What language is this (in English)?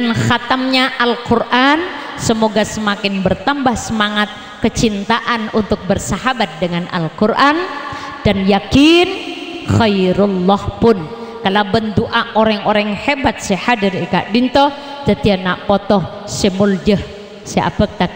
Madurese